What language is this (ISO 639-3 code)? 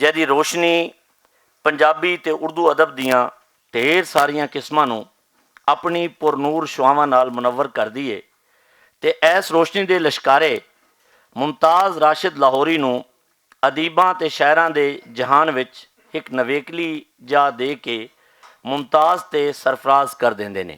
lah